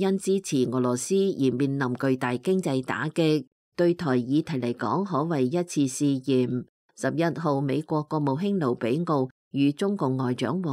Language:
Cantonese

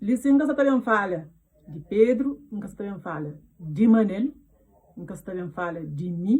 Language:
Kabuverdianu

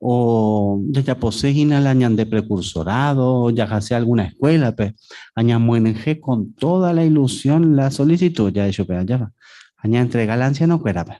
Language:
Guarani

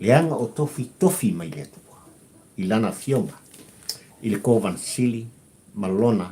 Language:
Samoan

